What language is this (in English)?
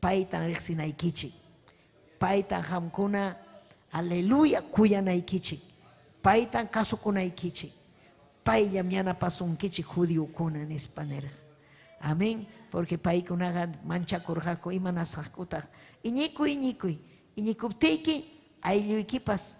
Ayacucho Quechua